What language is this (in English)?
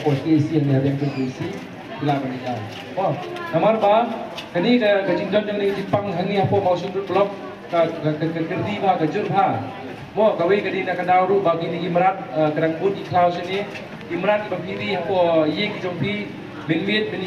Khasi